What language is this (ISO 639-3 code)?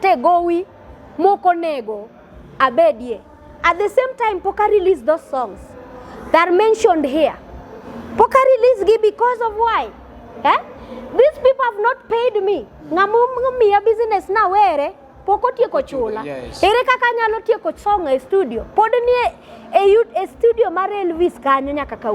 luo